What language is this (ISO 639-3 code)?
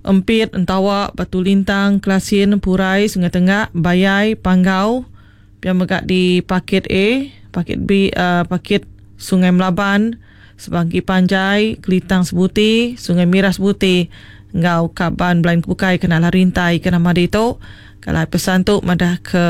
iba